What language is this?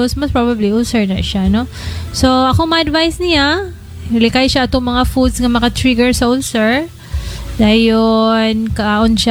Cebuano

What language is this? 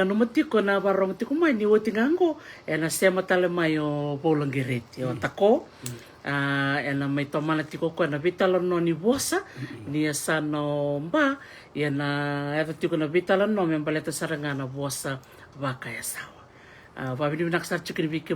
Fijian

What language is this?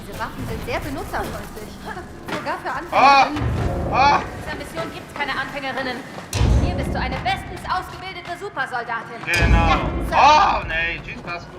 Swiss German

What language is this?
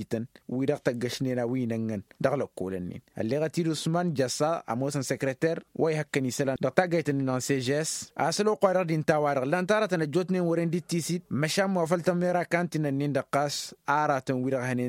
Tamasheq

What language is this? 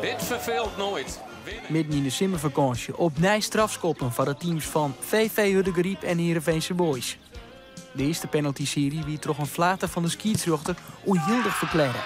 Western Frisian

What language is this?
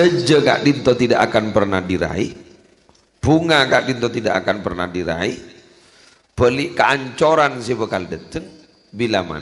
Madurese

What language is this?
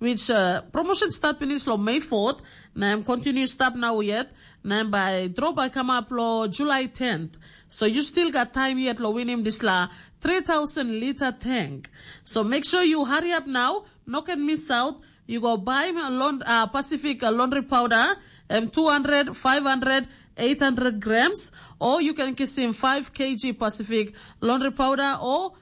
Tok Pisin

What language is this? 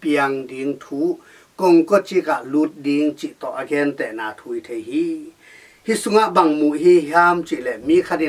Tedim Chin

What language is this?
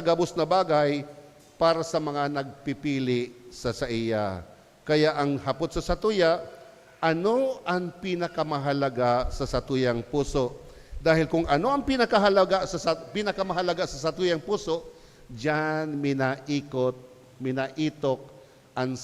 Bikol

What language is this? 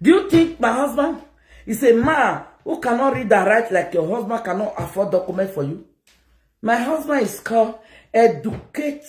Nigerian Pidgin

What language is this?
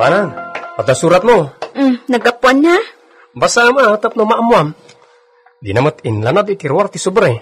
Iloko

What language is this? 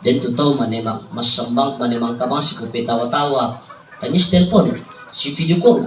Toraja-Sa'dan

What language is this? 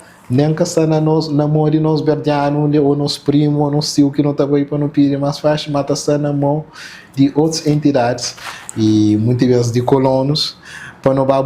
Kabuverdianu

